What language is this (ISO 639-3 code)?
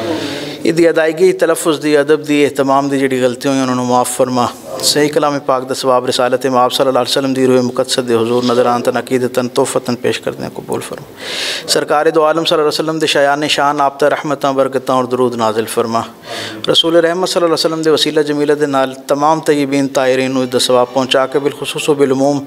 lah